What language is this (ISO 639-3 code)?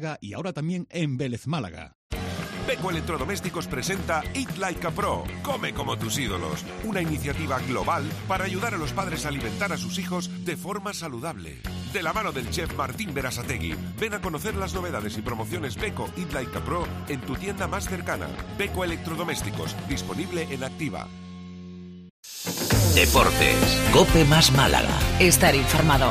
spa